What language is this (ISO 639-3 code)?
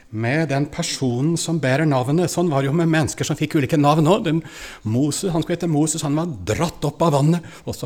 nor